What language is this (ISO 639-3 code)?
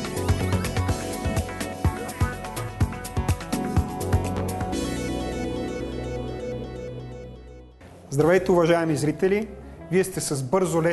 bul